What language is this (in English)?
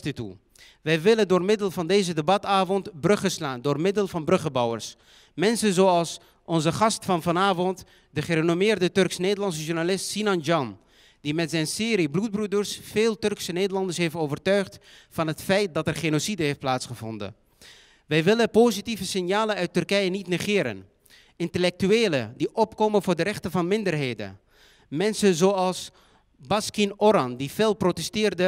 Dutch